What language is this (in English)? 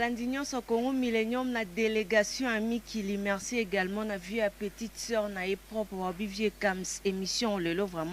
Lingala